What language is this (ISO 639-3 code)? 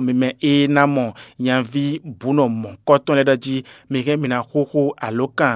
fon